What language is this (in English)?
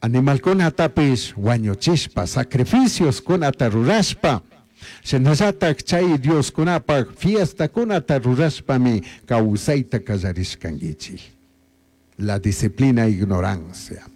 Chimborazo Highland Quichua